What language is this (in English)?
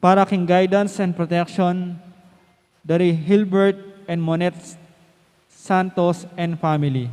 Pampanga